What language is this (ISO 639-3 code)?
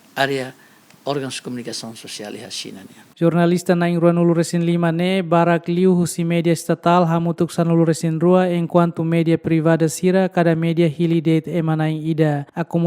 tet